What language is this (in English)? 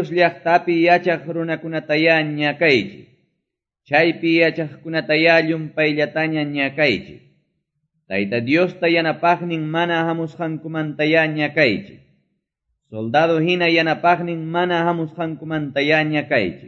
Quechua